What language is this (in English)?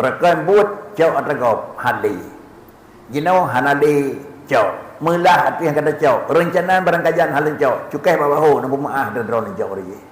Achinese